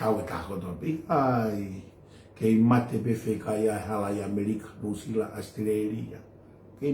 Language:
Tongan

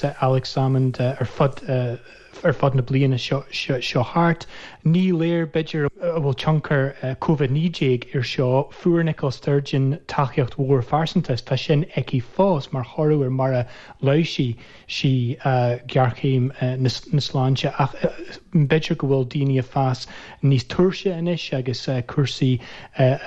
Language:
Irish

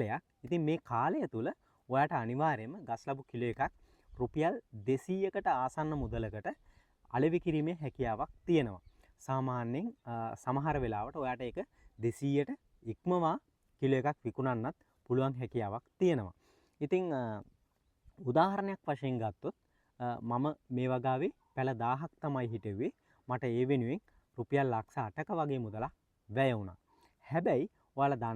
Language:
Sinhala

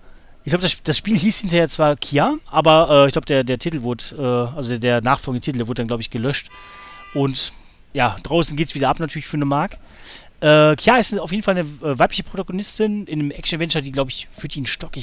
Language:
German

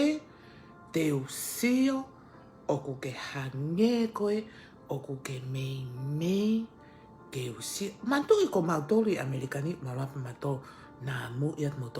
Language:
Tongan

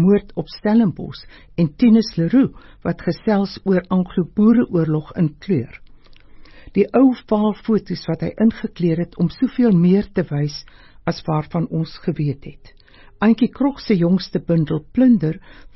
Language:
Afrikaans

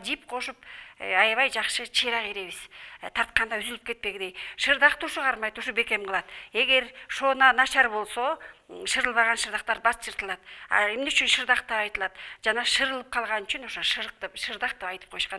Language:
Kyrgyz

